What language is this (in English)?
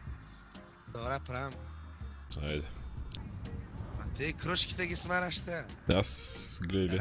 Bulgarian